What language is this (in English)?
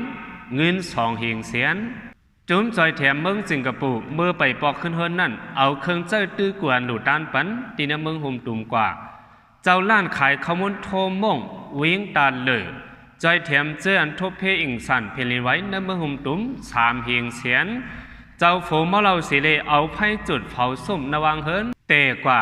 Shan